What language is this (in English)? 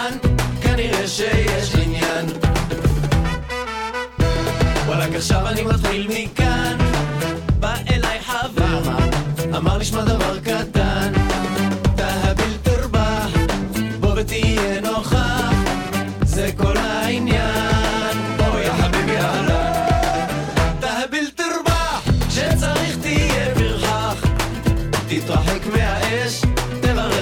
Hebrew